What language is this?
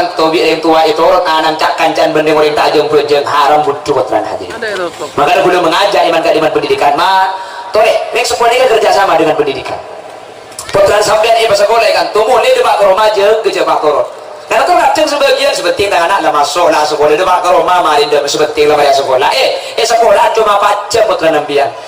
Madurese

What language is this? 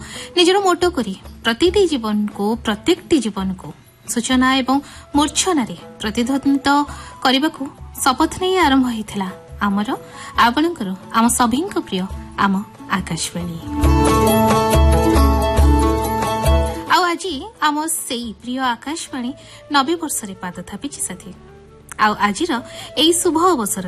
Odia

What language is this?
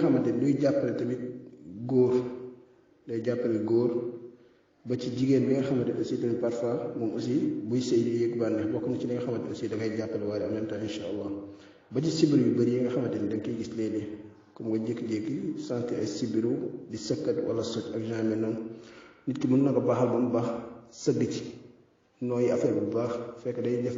Wolof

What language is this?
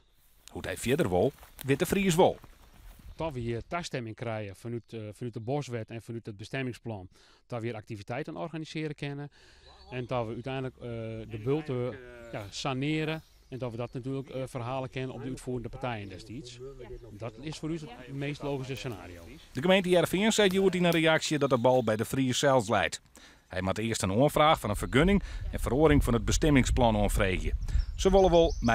Western Frisian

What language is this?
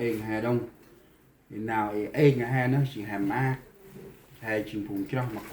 Central Mnong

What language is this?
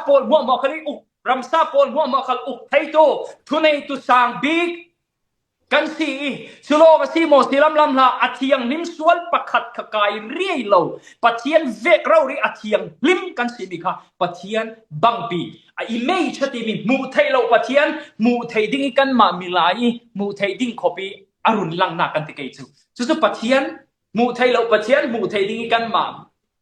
Falam Chin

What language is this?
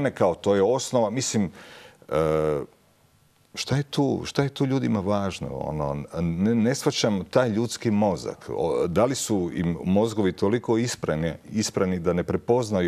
Croatian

